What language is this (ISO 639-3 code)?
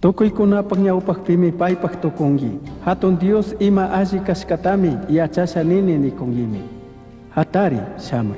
qug